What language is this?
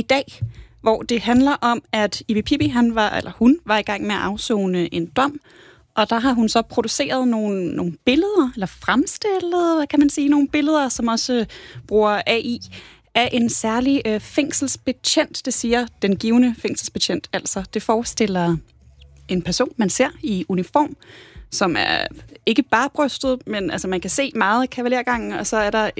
Danish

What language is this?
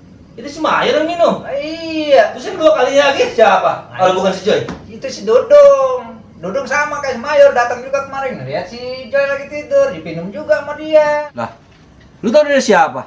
Betawi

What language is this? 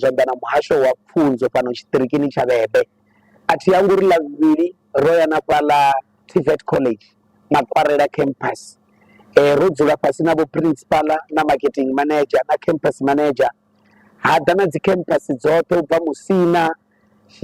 Venda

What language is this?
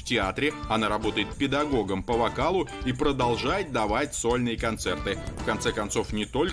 Russian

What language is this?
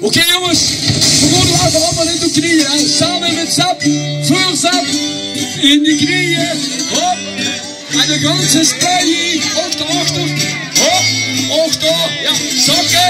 Limburgish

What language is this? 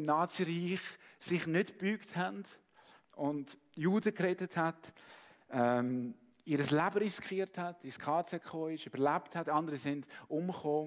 Swiss German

